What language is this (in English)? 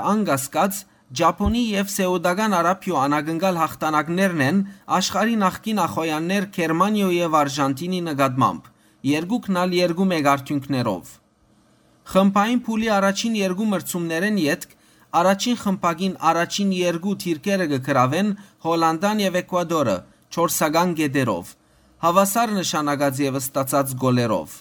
Western Armenian